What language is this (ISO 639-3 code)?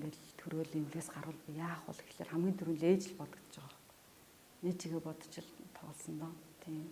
mon